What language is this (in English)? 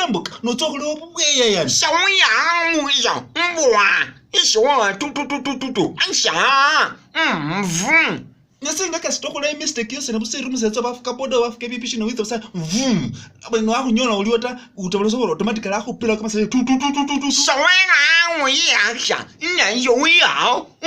Masaaba